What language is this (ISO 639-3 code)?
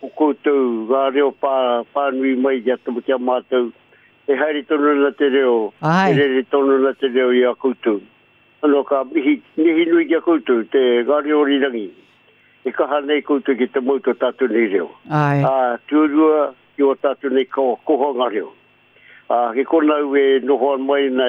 mri